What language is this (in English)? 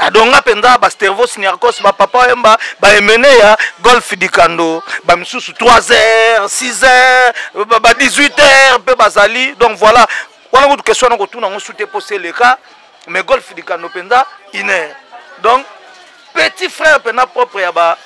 Lingala